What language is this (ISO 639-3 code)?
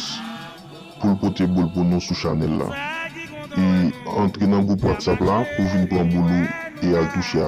hat